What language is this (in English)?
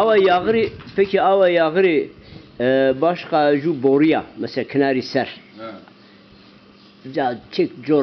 Zaza